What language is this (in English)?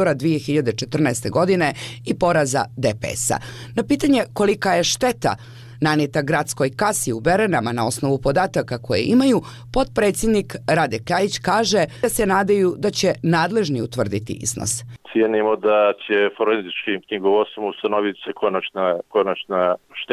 Serbian